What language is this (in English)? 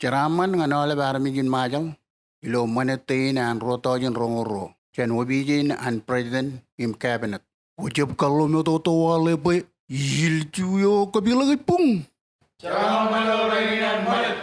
Marshallese